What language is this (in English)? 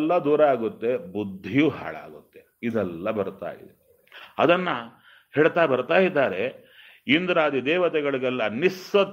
Kannada